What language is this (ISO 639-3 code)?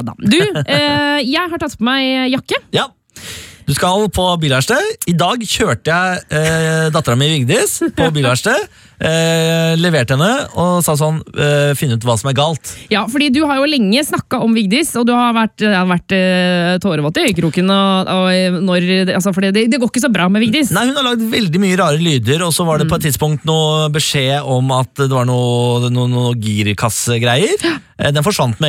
nor